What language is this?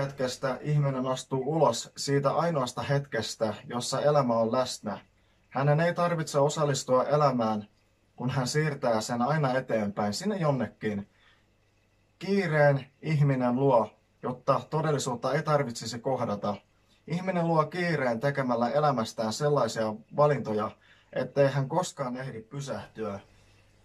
Finnish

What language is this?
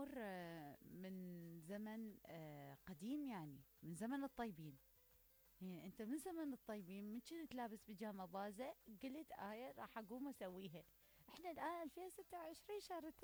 Mesopotamian Arabic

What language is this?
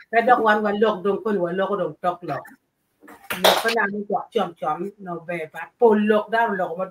Acoli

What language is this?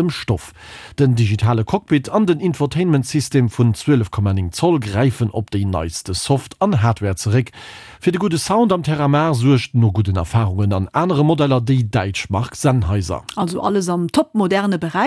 Luxembourgish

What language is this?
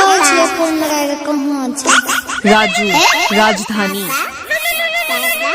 Maithili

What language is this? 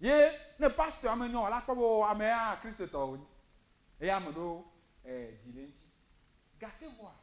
Ewe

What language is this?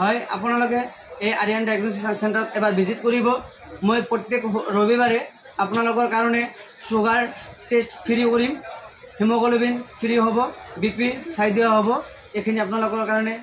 Assamese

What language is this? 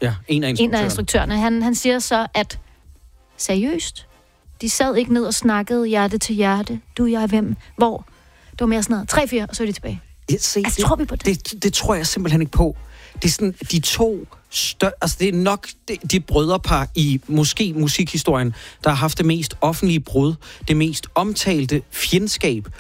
Danish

